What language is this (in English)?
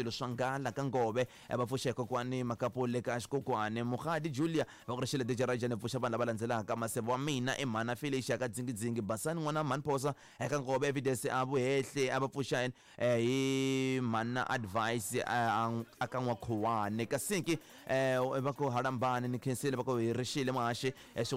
Tsonga